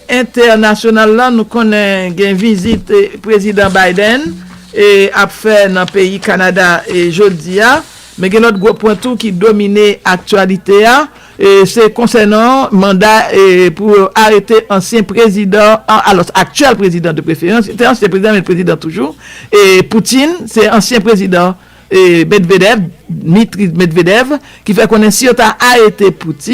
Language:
Haitian Creole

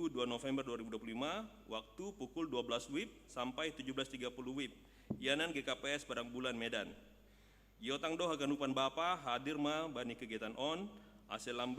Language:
Batak Simalungun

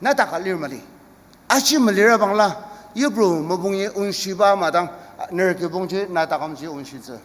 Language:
Ao Naga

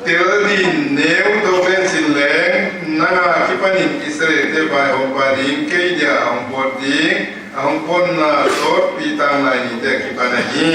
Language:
Paite Chin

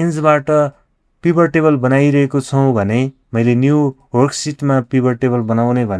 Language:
Nepali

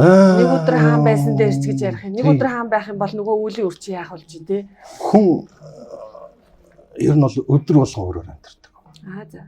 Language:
Mongolian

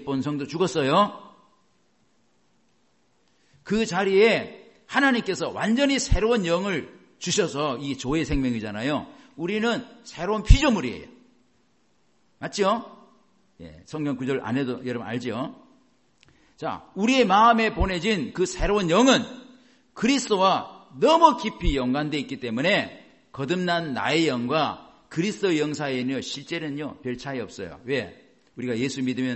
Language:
Korean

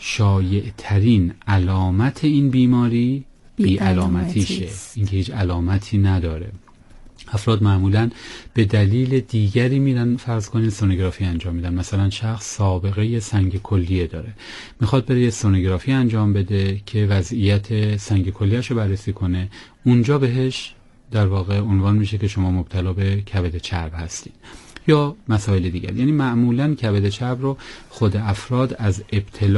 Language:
Persian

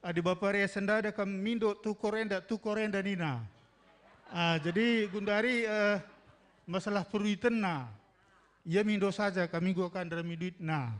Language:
Batak Karo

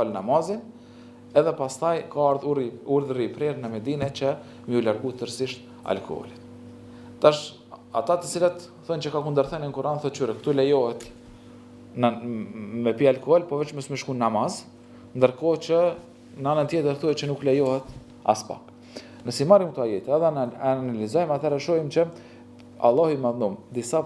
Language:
Albanian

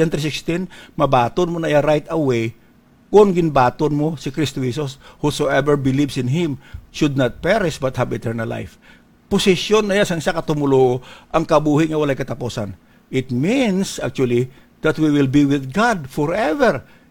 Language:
Hiligaynon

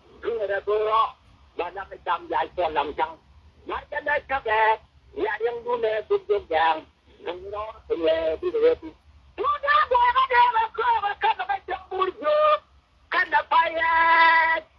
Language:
Nuer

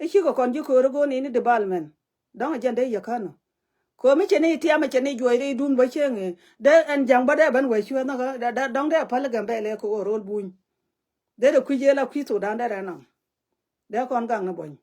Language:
Nuer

